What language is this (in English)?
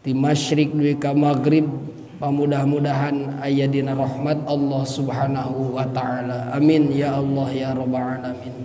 Sundanese